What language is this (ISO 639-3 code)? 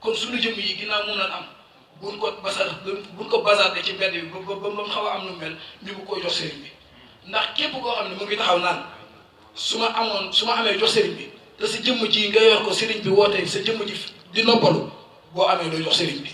wol